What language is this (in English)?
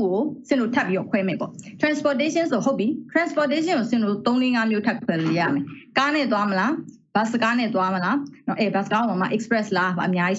Burmese